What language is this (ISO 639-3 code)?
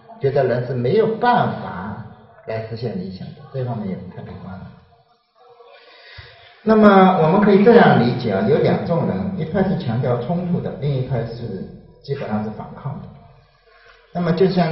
zho